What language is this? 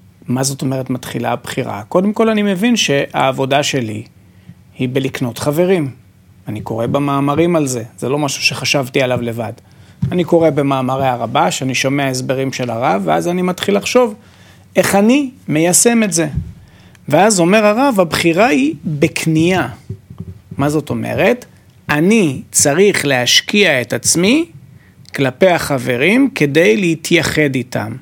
Hebrew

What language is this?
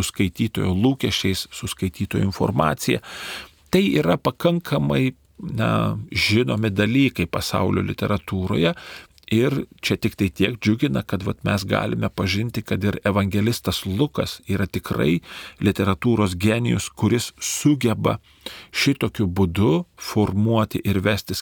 Lithuanian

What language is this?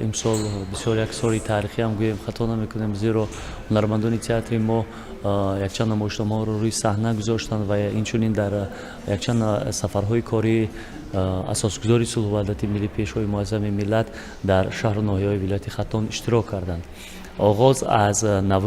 Tajik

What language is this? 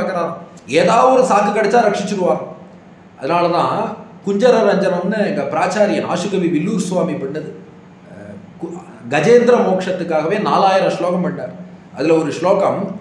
Tamil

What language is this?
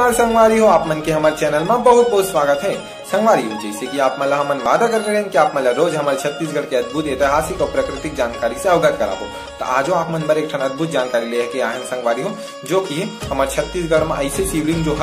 Chhattisgarhi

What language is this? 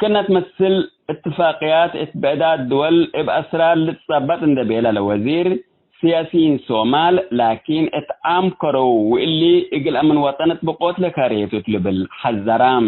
Tigre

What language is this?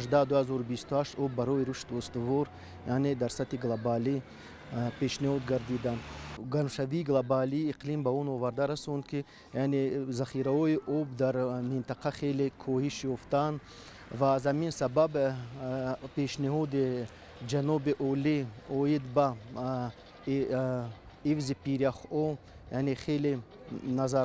Tajik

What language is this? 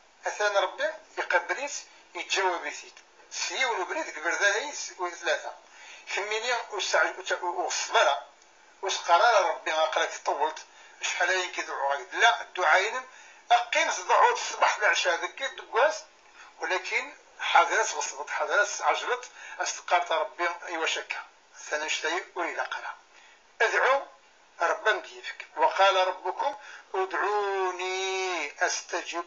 Kabyle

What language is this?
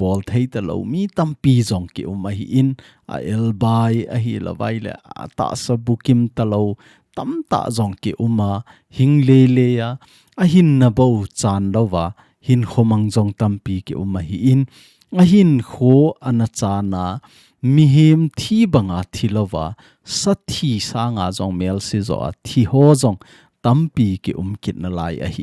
Thado Chin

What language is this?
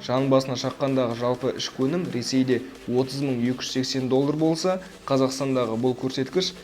Kazakh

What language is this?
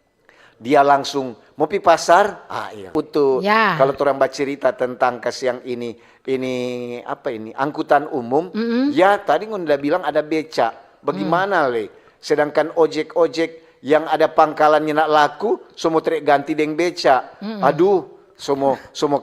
Manado Malay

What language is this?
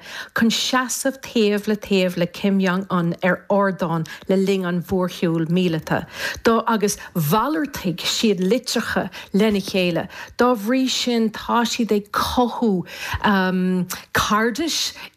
Irish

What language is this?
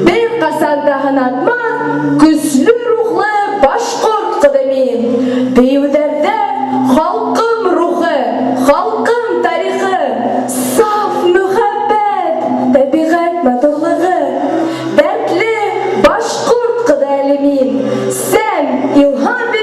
Bashkir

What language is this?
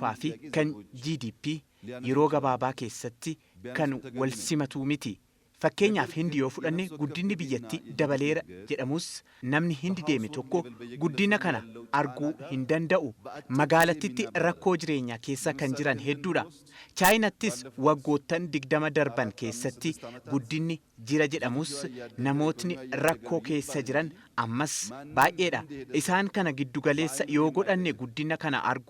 Oromo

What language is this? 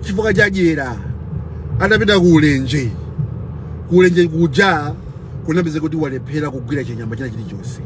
Nyanja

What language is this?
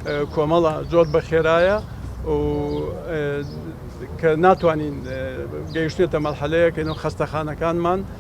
Central Kurdish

